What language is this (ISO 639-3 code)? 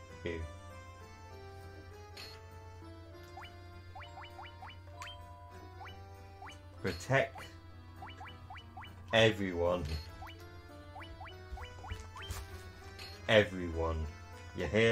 eng